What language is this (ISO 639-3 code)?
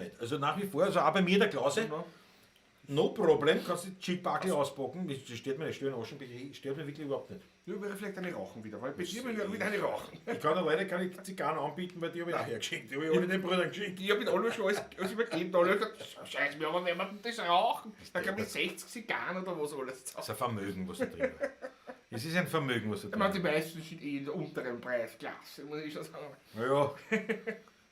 bar